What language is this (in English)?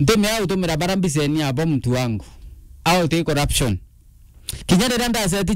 Meru